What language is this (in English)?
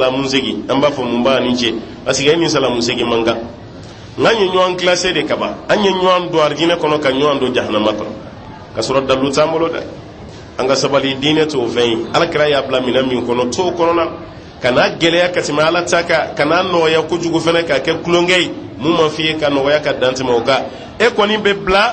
Bambara